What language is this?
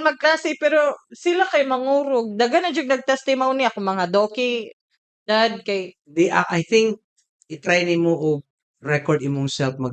Cebuano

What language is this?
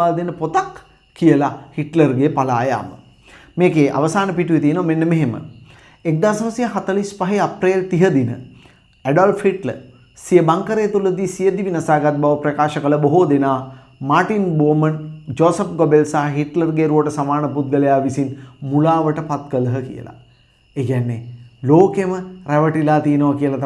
Sinhala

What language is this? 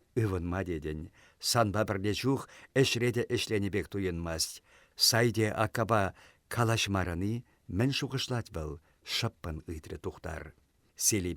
Chuvash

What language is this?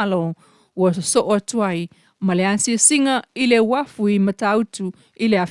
Samoan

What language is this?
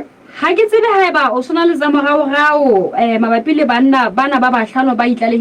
Southern Sotho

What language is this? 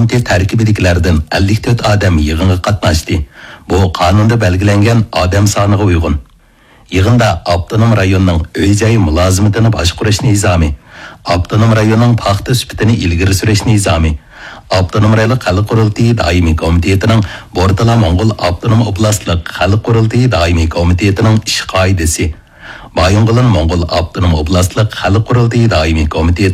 Uyghur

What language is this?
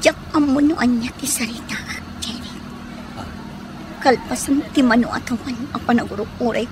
Iloko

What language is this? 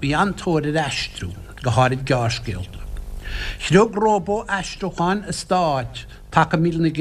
Irish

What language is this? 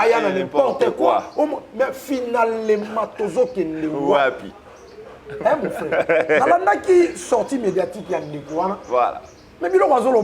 Lingala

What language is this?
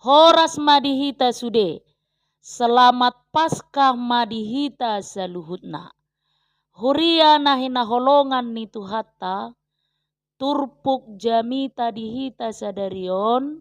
Batak Toba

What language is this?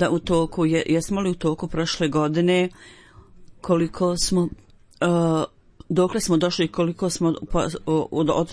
Bosnian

